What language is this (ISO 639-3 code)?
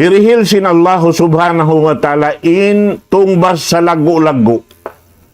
tsg